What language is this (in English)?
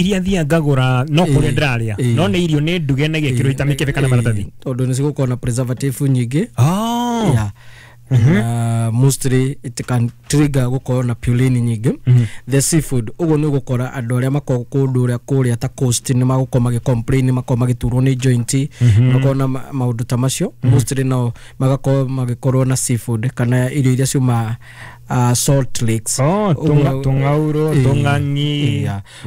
Kikuyu